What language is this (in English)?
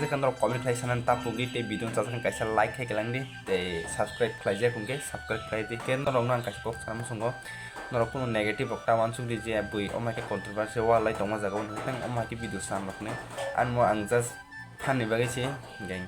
Kok Borok